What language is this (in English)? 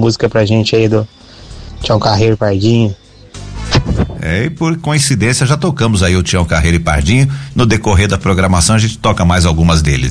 Portuguese